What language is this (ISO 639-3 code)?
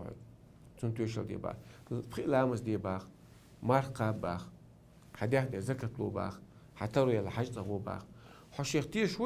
che